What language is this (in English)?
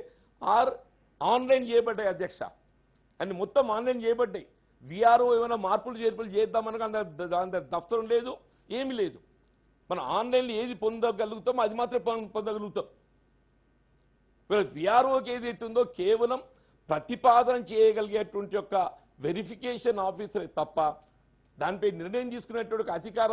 Telugu